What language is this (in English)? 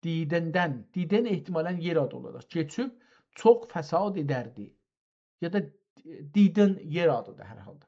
South Azerbaijani